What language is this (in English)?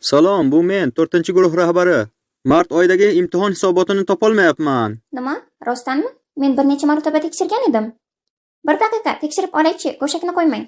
Uzbek